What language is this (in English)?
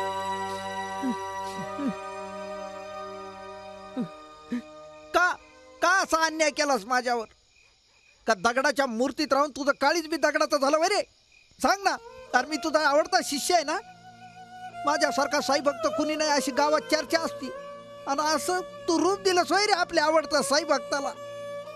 Marathi